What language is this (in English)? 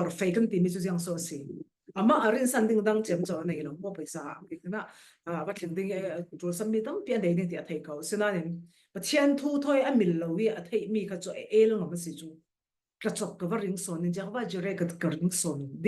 Falam Chin